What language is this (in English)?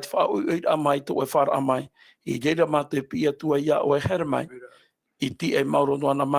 Tahitian